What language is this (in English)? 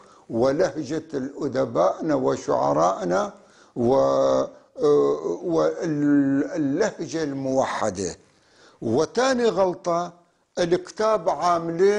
North Levantine Arabic